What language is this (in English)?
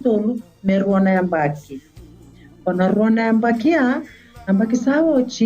Fijian